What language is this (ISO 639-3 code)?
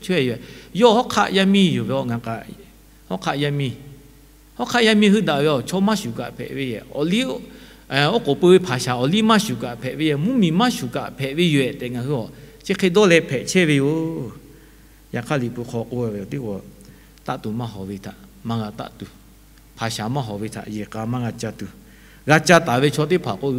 lhu